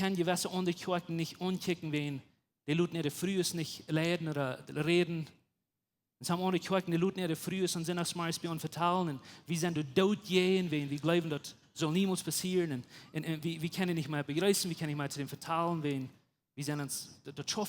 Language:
Plautdietsch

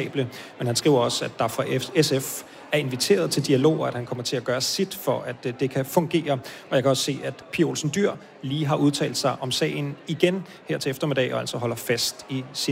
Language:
Danish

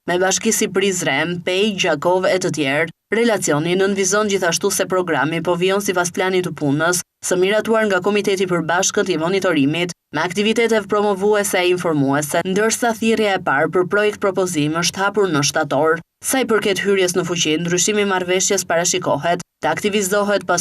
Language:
Albanian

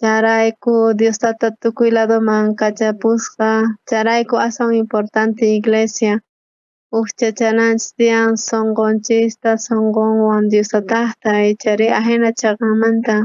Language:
South Bolivian Quechua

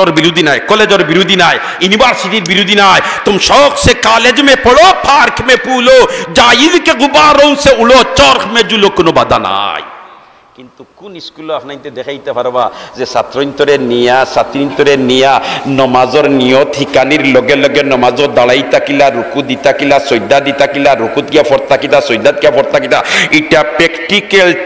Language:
Sylheti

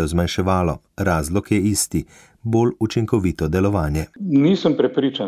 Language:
Slovenian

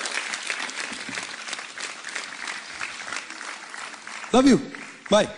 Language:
Hindi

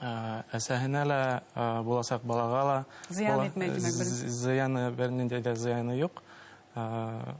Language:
Bashkir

